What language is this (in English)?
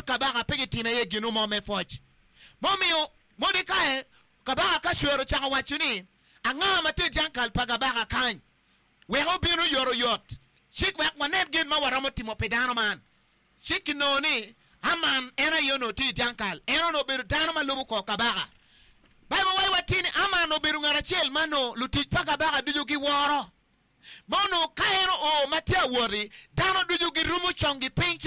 Acoli